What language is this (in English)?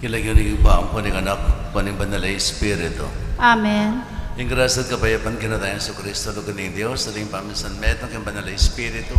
Pampanga